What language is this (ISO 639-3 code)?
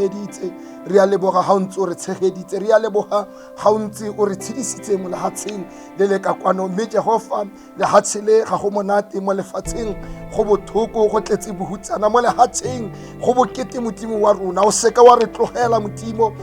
tsn